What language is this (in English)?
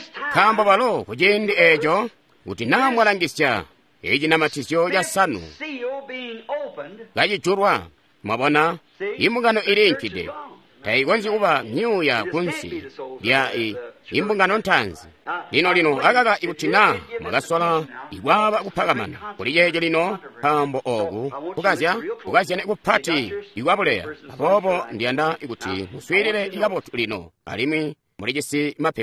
Tonga (Zambia)